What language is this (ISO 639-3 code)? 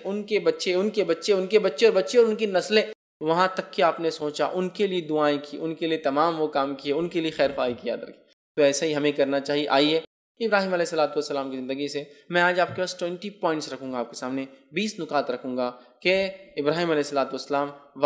urd